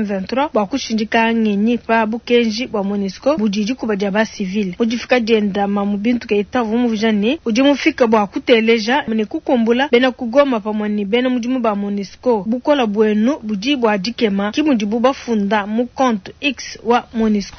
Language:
Luba-Lulua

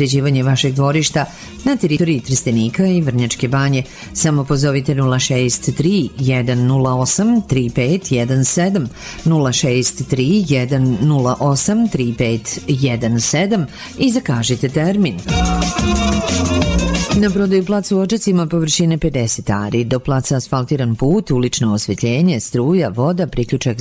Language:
Serbian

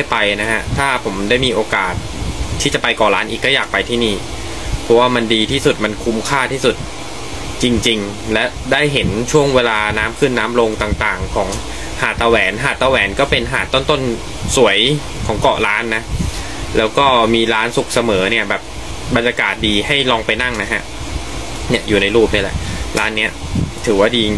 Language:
Thai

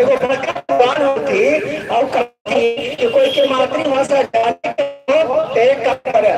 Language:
Magahi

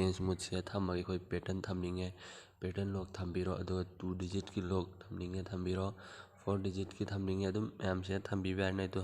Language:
Manipuri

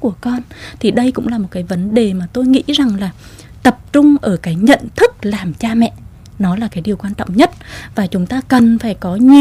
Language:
Vietnamese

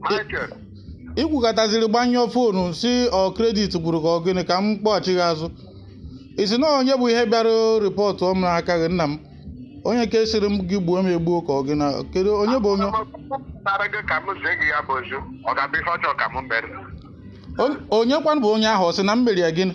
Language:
Igbo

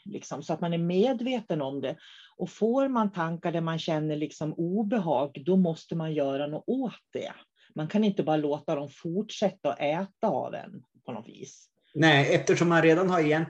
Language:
Swedish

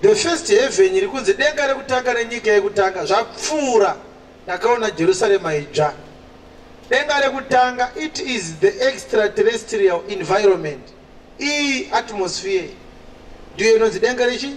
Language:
Shona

